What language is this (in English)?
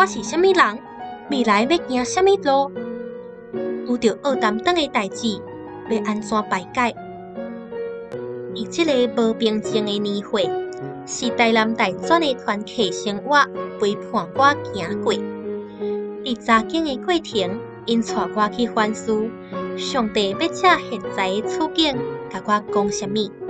Min Nan Chinese